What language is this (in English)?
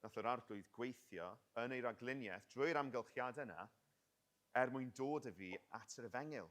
Welsh